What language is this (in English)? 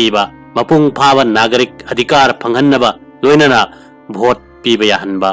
Manipuri